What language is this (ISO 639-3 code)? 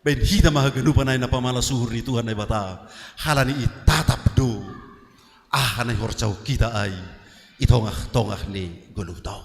bts